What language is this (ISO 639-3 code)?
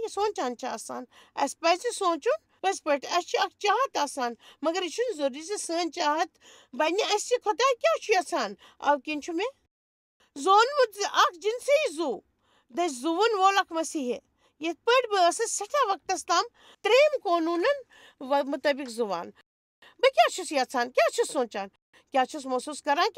kas